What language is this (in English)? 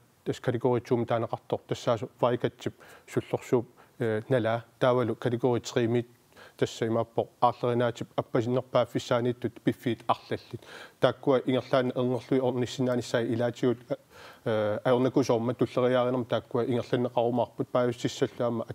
Kalaallisut